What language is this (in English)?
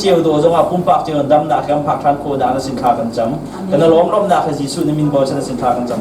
Hakha Chin